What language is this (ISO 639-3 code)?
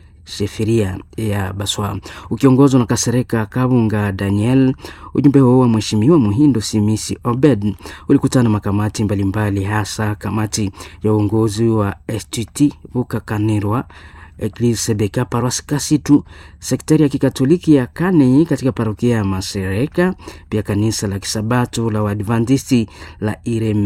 swa